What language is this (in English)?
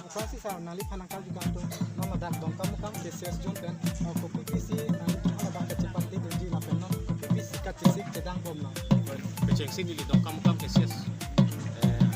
Karbi